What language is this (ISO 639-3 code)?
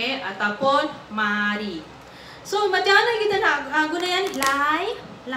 msa